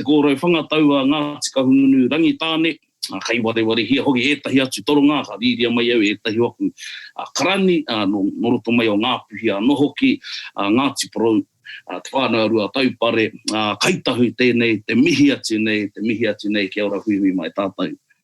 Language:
Māori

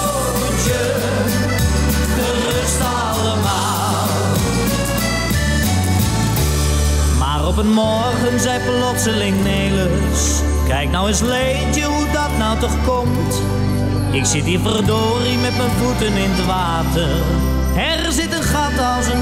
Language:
Dutch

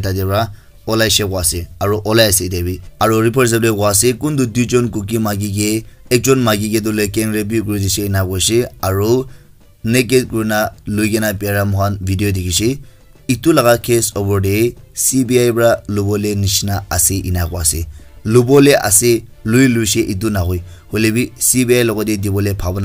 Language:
Naga Pidgin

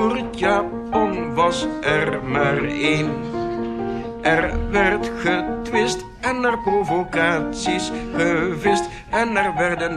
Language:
Dutch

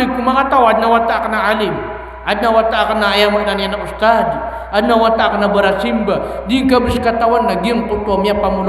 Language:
Maranao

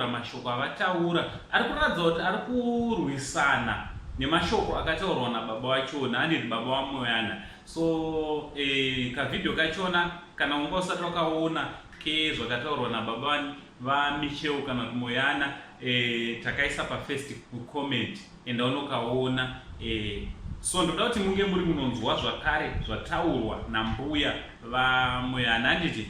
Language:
Shona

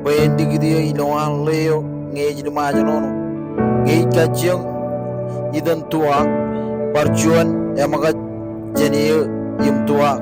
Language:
Marshallese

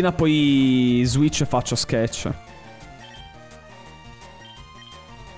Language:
Italian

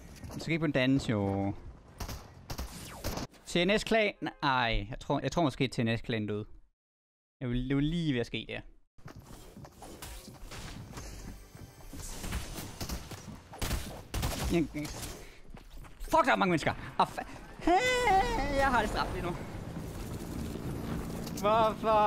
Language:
Danish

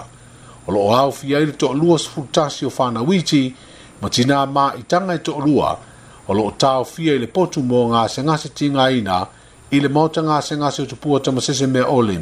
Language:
Samoan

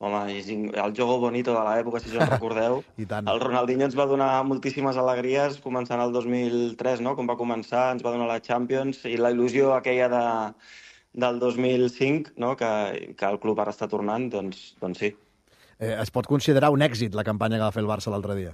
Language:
Catalan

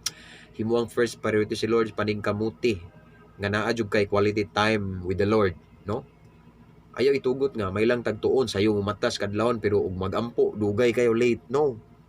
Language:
Cebuano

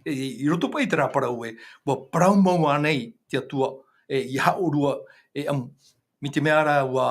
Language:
Tahitian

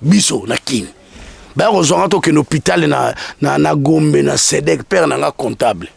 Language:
Lingala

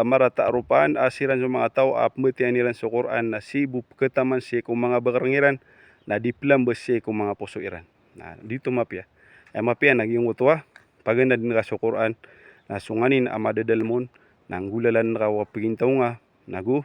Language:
Maranao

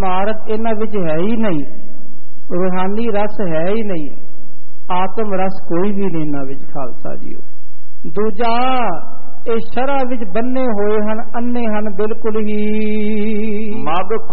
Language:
Punjabi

